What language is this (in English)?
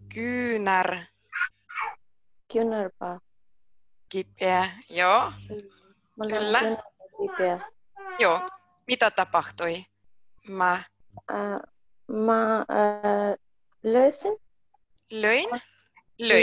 Finnish